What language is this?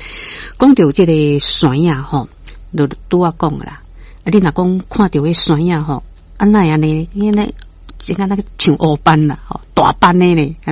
Min Nan Chinese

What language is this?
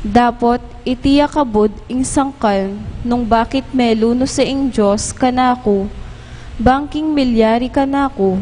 Pampanga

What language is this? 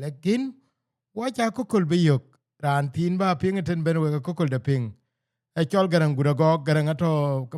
Dinka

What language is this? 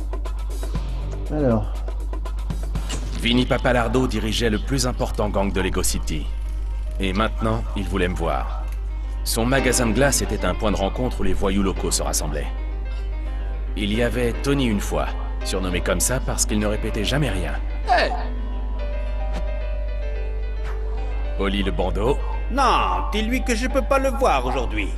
French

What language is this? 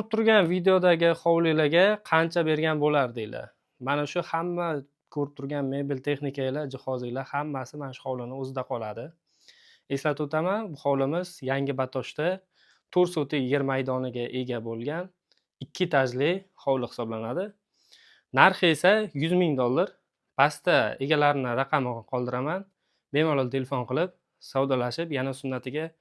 Uzbek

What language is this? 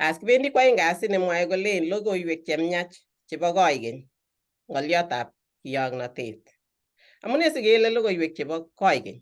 Kalenjin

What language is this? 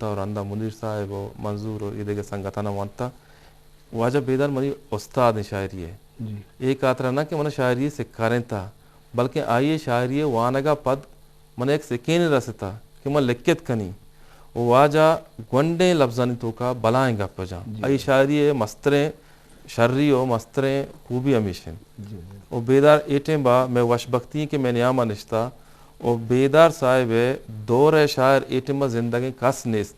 Eastern Balochi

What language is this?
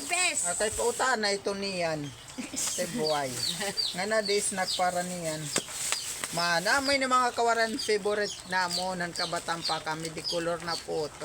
Waray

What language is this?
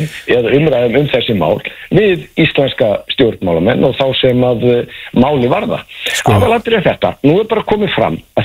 Icelandic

